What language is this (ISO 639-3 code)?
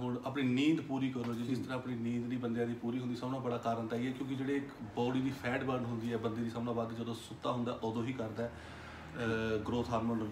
pan